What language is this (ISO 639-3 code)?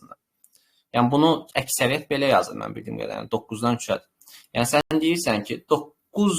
aze